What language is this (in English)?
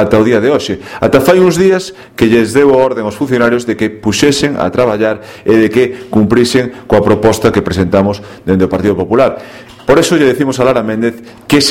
Galician